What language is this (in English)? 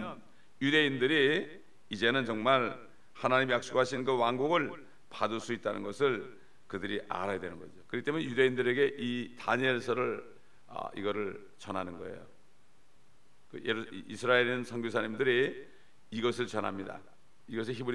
Korean